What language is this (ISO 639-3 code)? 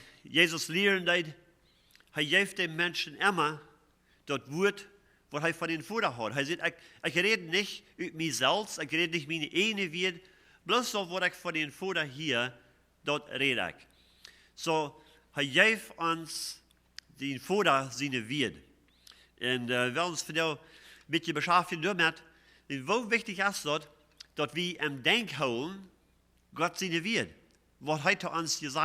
pdt